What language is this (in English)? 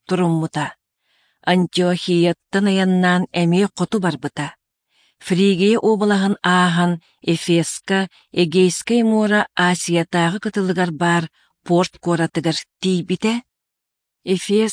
Yakut